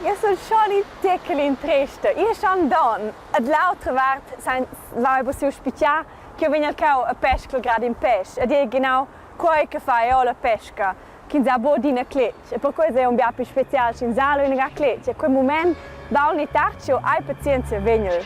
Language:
Romansh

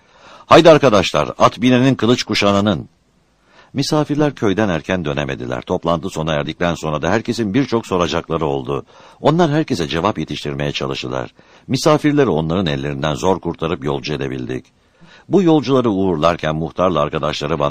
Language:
Turkish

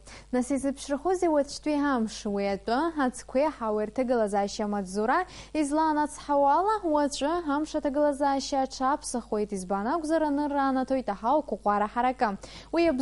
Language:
Abkhazian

